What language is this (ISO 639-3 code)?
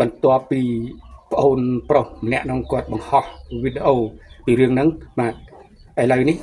khm